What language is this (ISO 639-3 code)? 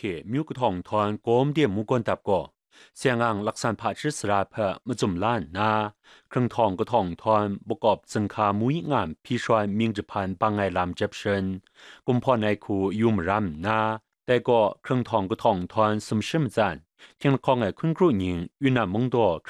kac